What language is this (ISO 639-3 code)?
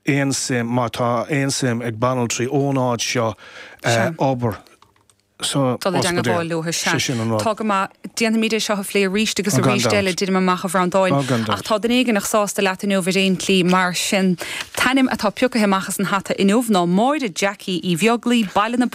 gle